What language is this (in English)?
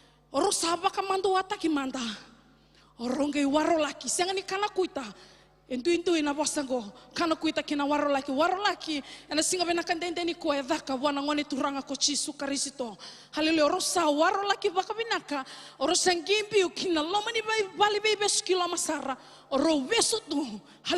Fijian